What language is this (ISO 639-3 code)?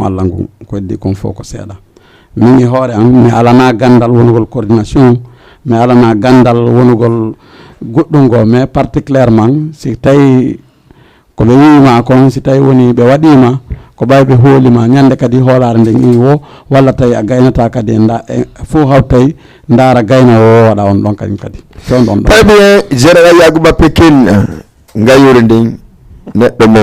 ful